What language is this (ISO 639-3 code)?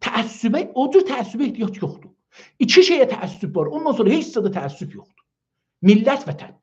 azb